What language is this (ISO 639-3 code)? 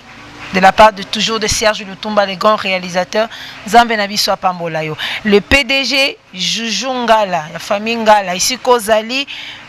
lin